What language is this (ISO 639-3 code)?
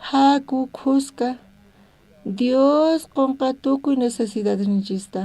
quh